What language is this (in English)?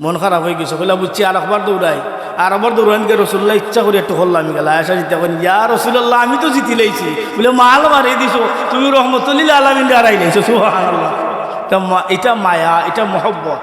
Sylheti